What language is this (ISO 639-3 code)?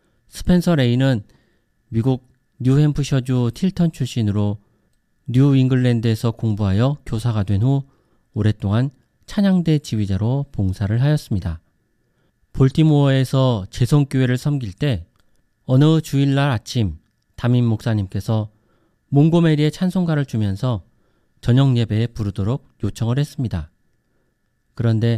kor